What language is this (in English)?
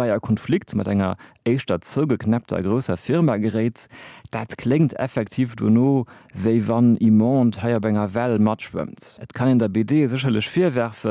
Luxembourgish